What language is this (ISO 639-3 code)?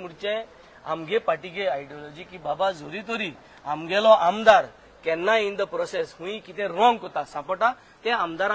kok